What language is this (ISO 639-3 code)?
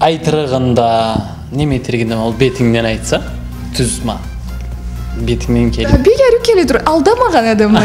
krc